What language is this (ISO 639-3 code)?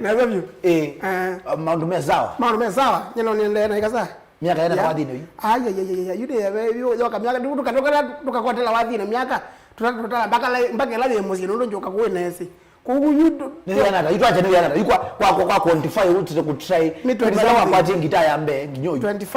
kam